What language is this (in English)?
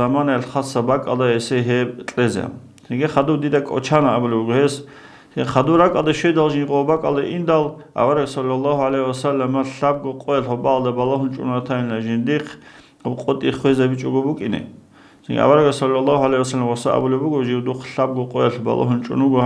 Avaric